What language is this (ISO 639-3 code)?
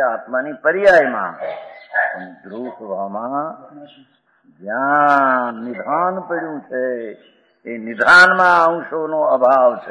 guj